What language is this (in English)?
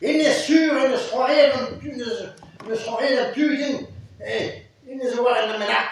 Breton